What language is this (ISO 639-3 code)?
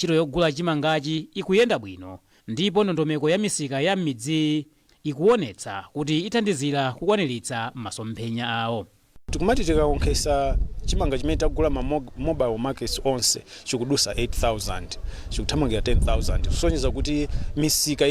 nya